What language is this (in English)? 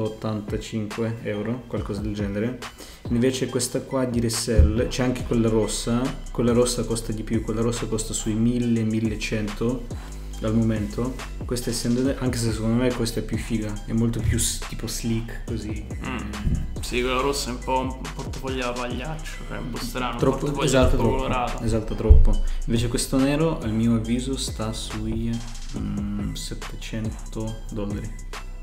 Italian